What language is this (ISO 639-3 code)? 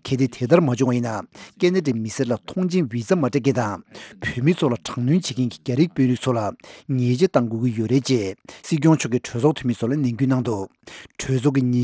bod